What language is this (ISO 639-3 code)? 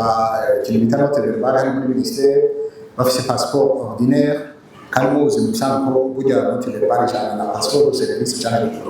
run